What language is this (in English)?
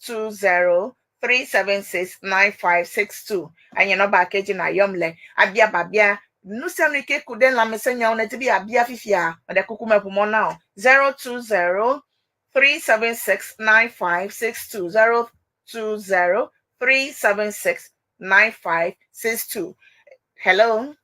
Ewe